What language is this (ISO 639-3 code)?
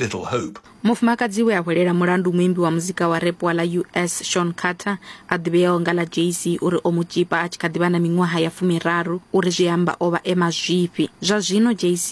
ven